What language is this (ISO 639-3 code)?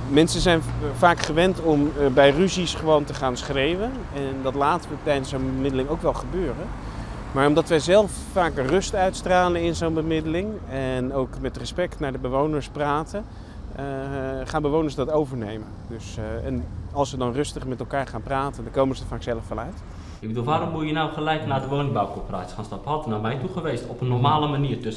nld